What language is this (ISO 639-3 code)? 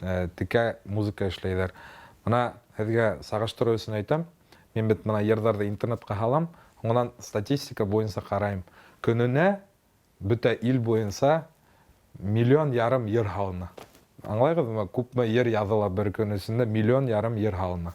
bak